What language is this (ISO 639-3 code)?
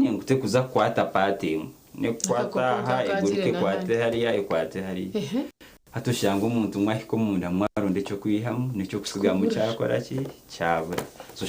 nyn